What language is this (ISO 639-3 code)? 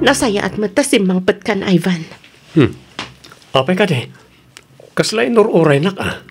ilo